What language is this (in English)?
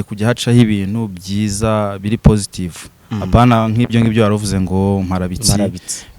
Kinyarwanda